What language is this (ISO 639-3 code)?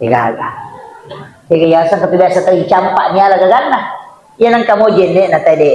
bug